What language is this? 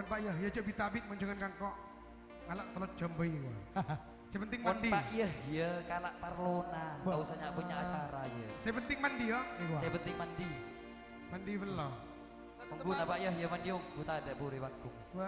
Madurese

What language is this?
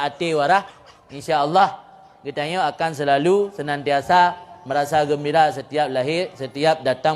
Achinese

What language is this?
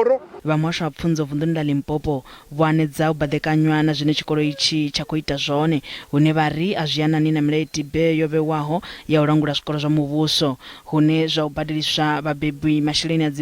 Venda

